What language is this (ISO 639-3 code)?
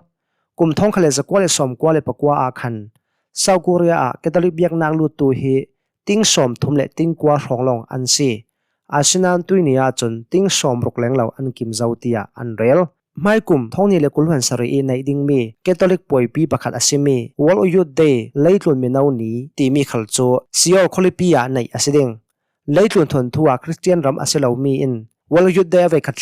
cnh